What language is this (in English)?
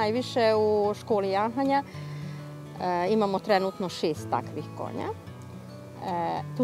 Serbian